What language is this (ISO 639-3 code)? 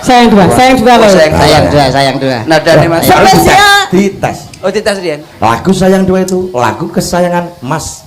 jav